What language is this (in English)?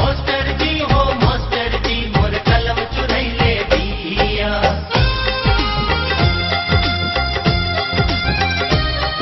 Bhojpuri